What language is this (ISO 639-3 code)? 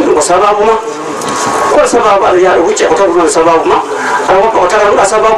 ful